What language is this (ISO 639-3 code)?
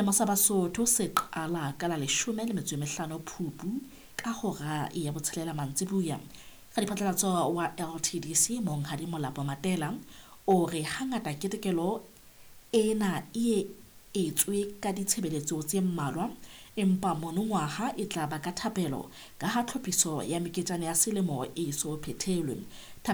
sot